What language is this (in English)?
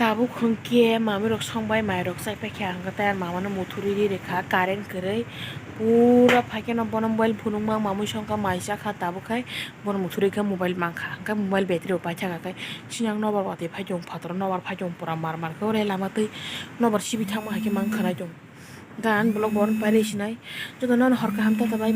Kok Borok